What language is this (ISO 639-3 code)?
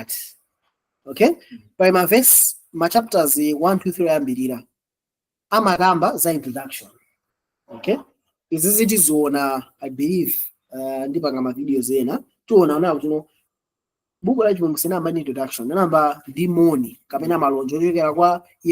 nya